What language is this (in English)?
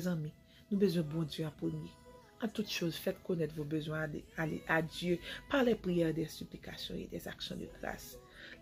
Haitian Creole